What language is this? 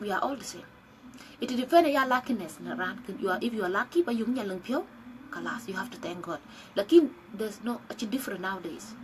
Dinka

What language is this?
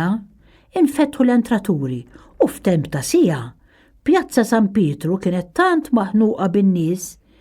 Maltese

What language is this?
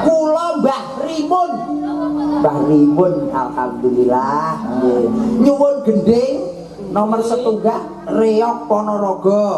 Javanese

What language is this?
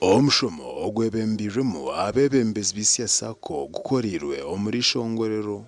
Nyankole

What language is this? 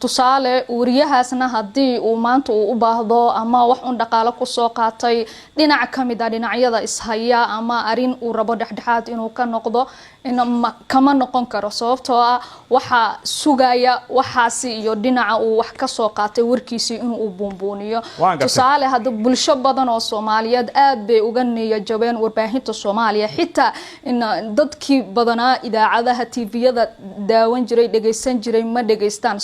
Somali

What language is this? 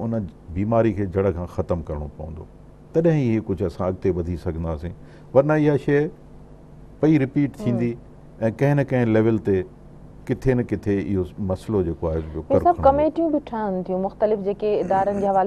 Sindhi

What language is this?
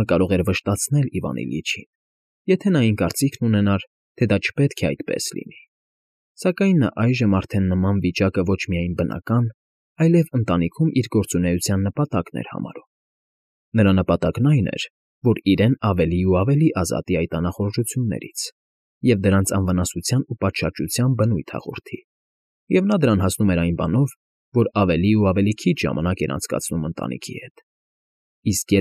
Armenian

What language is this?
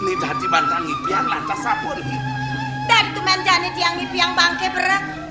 Balinese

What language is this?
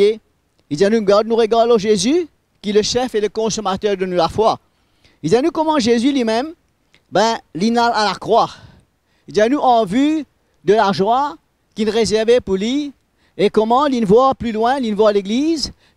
Morisyen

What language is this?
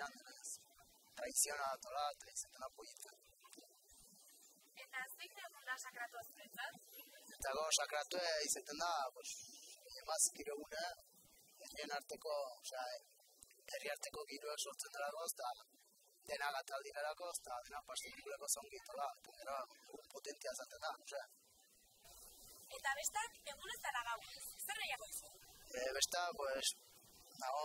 Basque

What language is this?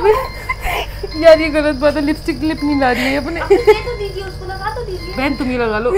Hindi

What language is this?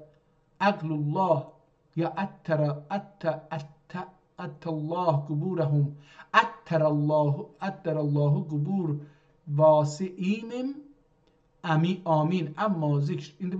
South Azerbaijani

